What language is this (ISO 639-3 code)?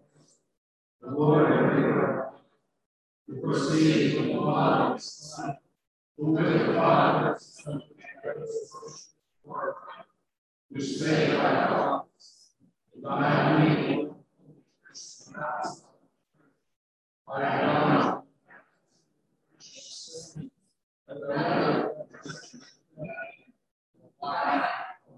eng